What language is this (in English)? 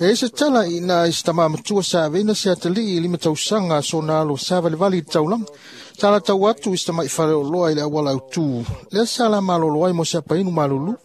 Samoan